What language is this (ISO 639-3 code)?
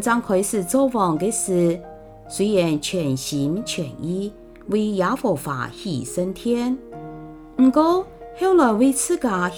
hak